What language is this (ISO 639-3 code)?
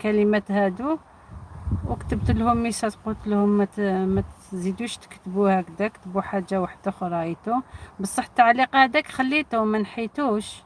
arq